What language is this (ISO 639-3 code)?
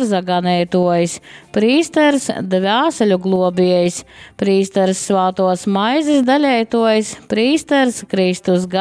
ltg